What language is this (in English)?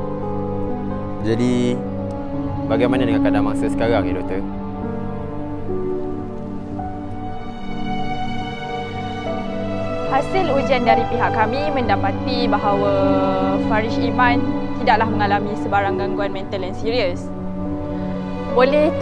Malay